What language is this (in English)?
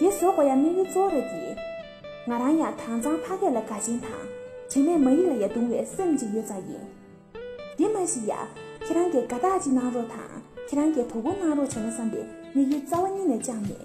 Tibetan